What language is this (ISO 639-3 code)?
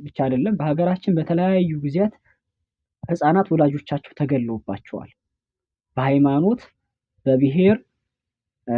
amh